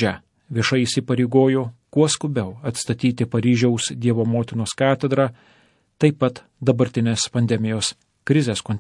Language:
Lithuanian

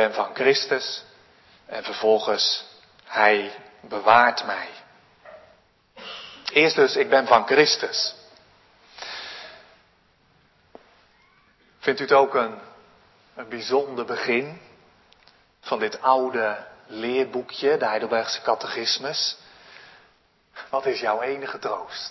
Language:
Dutch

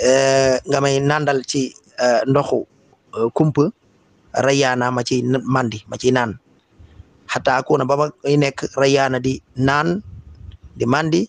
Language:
Wolof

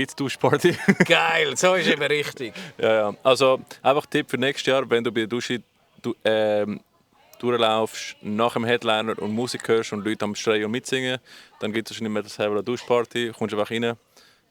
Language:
Swiss German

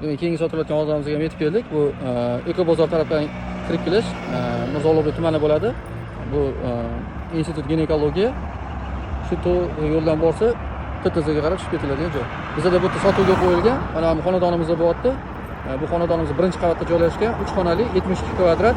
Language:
Uzbek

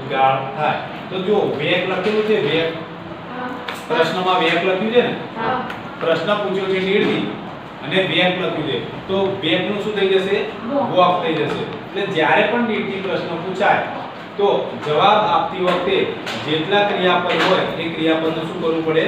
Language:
Gujarati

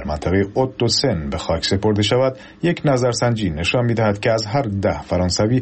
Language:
Persian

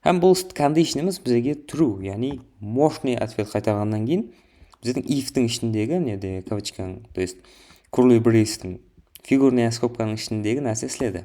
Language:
Kara-Kalpak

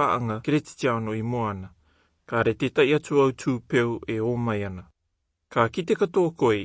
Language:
Rarotongan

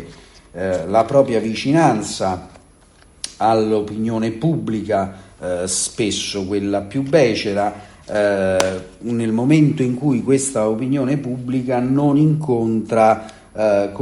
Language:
Italian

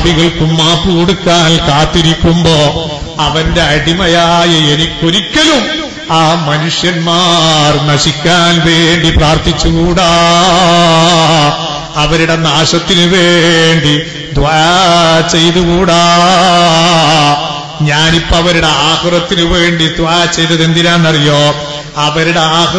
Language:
Malayalam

